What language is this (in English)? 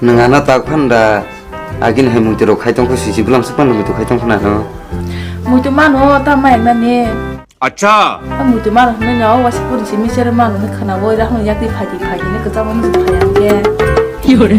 Kok Borok